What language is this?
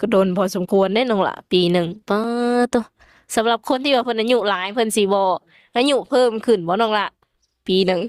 Lao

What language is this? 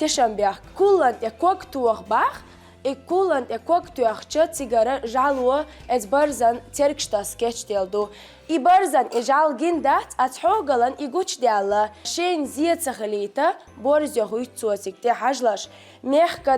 Chechen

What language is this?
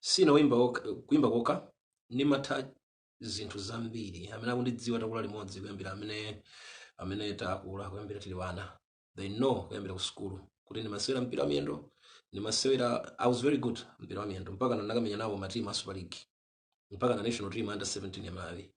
Nyanja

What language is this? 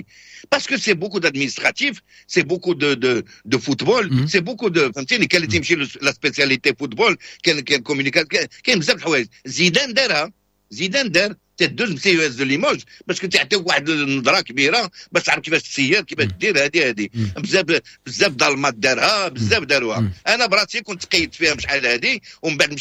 Moroccan Arabic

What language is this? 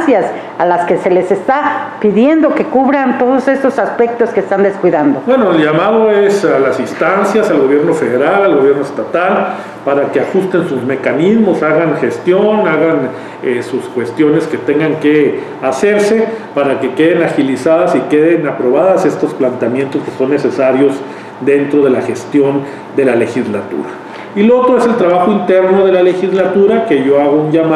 Spanish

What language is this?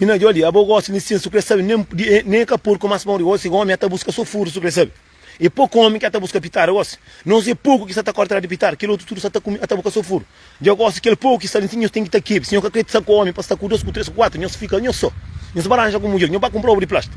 Kabuverdianu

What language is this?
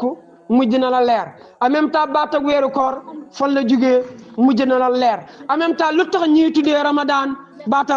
Wolof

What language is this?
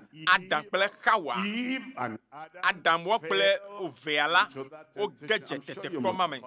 Ewe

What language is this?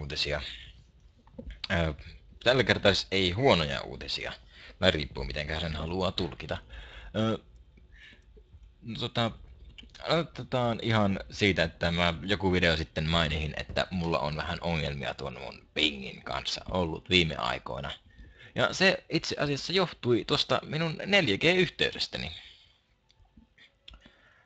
Finnish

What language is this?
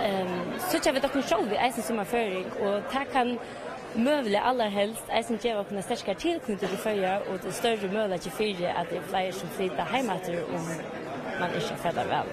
Faroese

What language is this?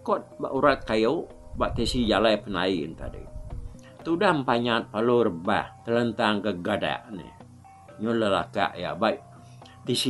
Iban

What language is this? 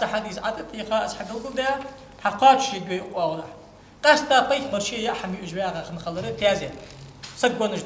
Ingush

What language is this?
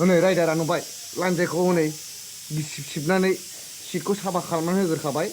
Bodo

